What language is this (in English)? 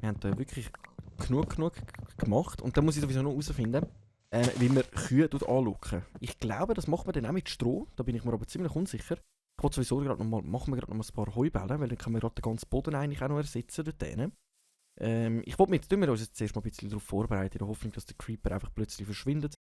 Swiss German